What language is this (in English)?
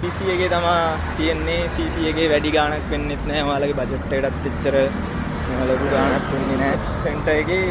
Sinhala